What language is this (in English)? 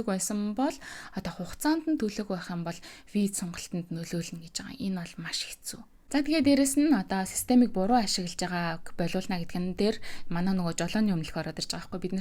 Mongolian